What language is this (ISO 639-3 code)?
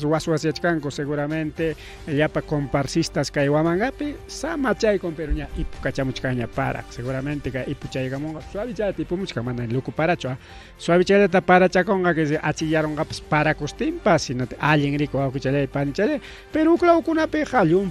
quy